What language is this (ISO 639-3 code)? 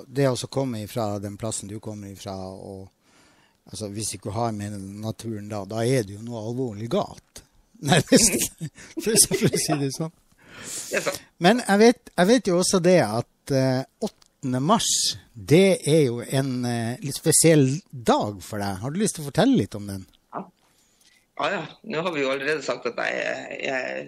nor